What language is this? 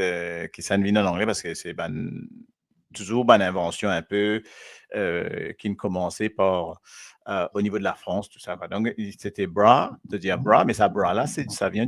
Morisyen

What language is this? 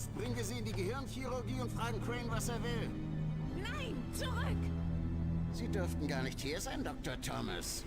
Bavarian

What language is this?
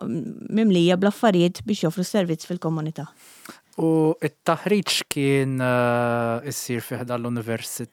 Maltese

